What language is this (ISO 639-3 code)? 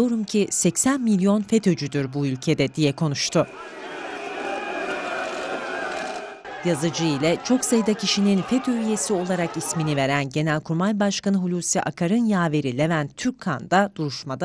tur